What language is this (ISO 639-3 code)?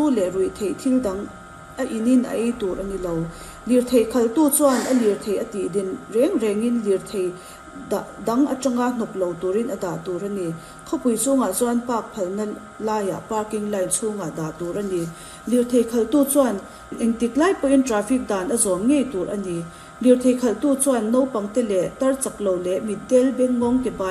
lus